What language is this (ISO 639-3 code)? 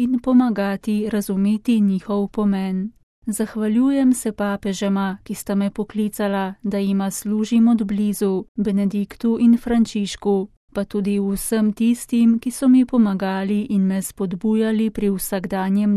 slv